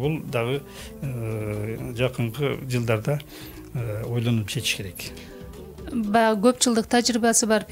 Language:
Kyrgyz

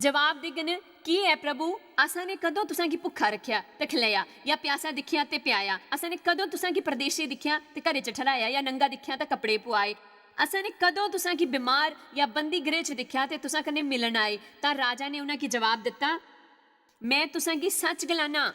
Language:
Dogri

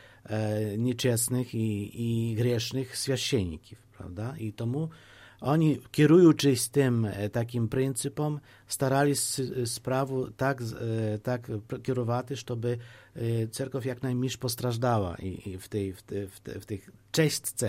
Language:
Polish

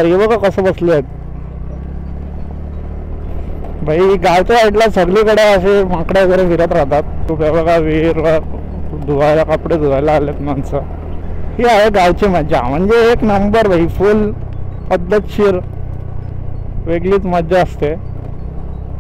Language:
Marathi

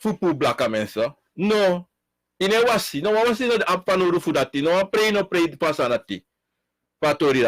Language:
Sranan Tongo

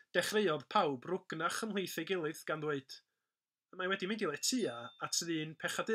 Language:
Welsh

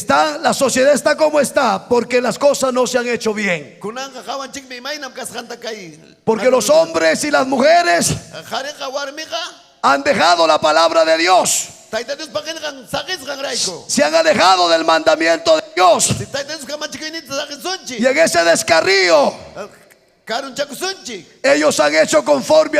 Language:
Ayacucho Quechua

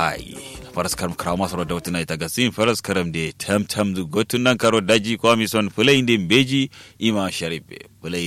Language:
Kanuri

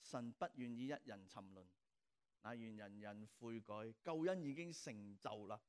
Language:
Cantonese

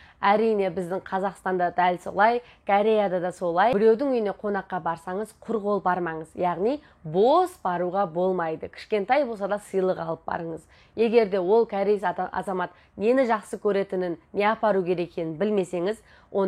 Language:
Kazakh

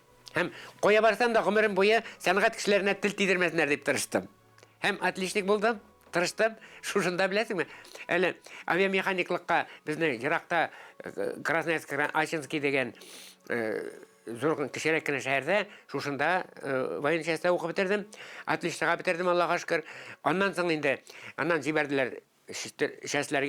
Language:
Tatar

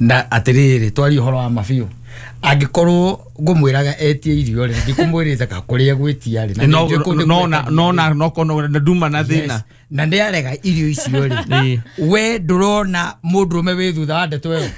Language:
Kikuyu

